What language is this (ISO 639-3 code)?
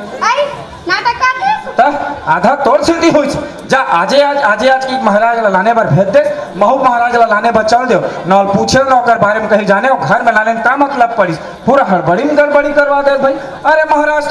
hne